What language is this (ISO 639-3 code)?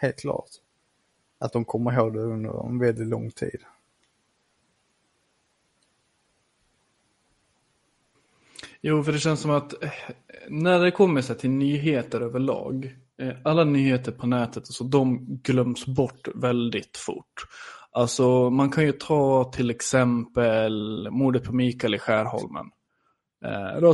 swe